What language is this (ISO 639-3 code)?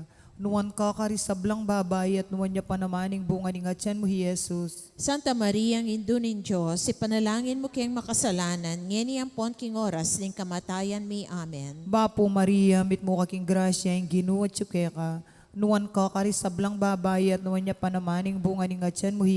pam